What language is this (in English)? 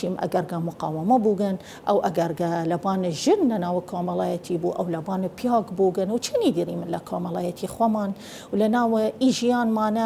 Southern Kurdish